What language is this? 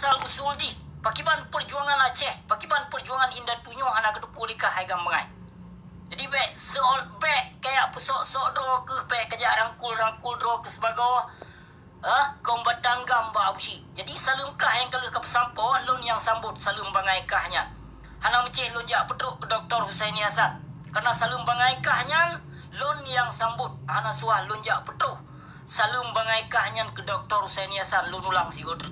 Achinese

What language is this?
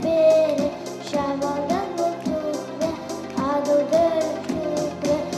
Chuvash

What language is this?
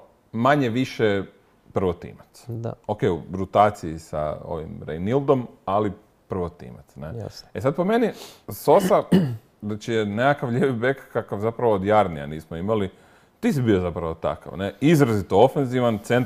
Croatian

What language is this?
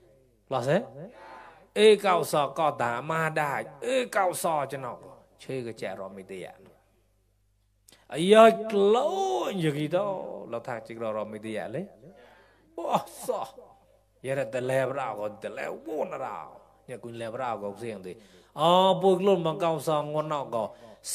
Mon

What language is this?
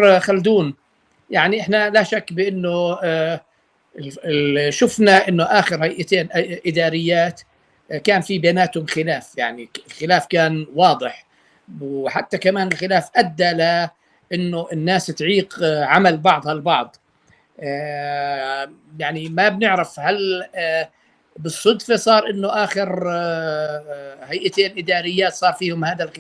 North Levantine Arabic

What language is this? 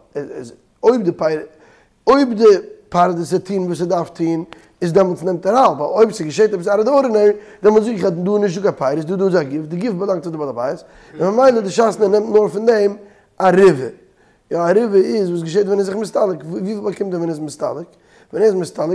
Yiddish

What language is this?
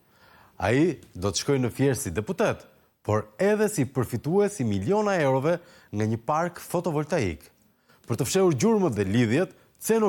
Albanian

